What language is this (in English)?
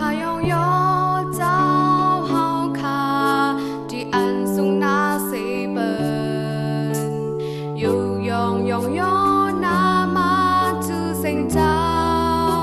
Shan